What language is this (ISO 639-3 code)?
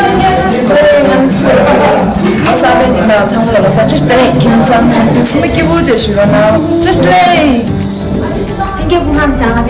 bod